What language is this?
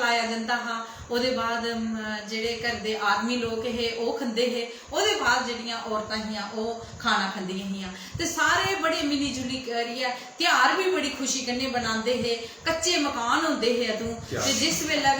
Dogri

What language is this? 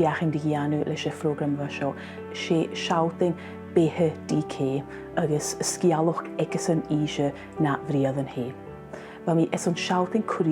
Scottish Gaelic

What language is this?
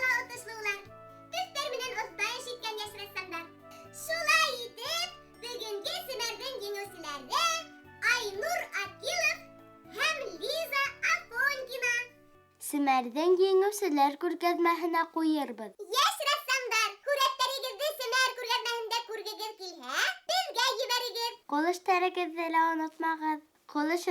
Bashkir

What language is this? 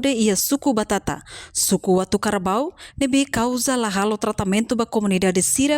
Tetum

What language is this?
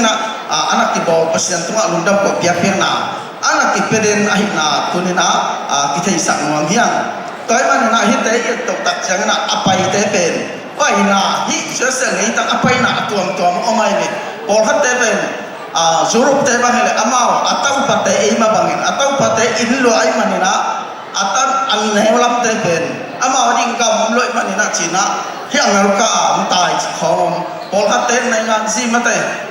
Tedim Chin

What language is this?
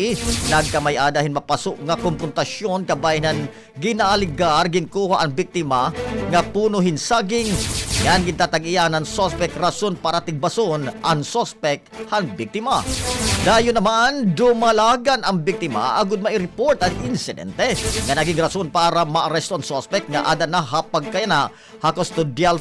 Waray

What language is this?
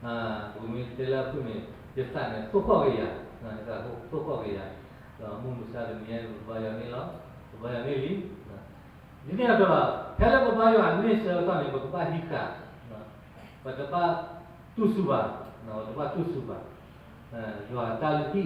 S'gaw Karen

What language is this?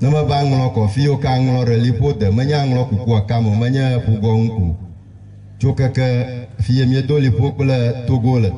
Ewe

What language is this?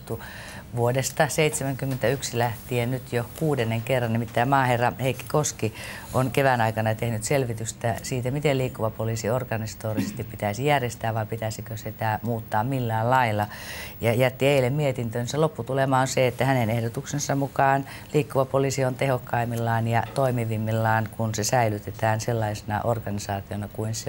Finnish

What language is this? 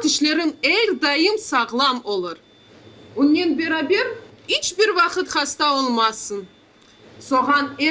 Crimean Tatar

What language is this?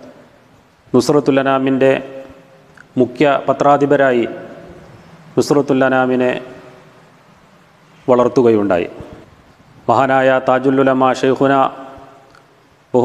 Malayalam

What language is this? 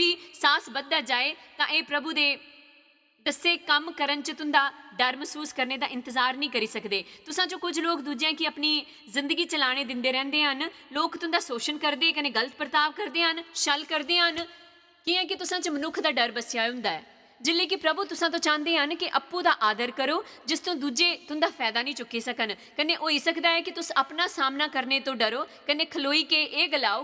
Dogri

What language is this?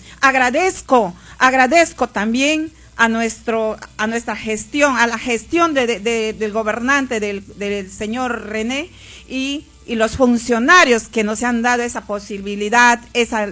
Spanish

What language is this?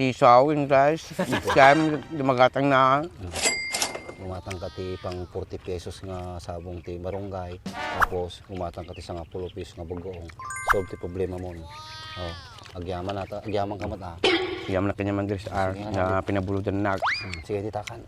Iloko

